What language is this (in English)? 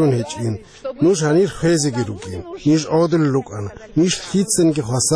Avaric